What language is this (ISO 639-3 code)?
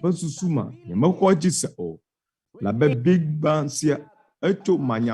ewe